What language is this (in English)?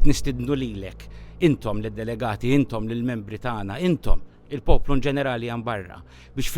Maltese